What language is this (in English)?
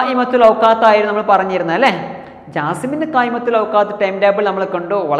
Malayalam